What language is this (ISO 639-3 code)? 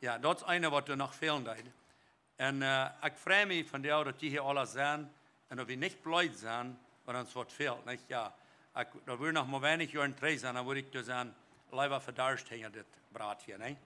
pdt